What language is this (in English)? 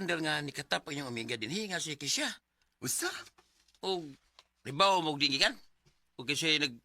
Cebuano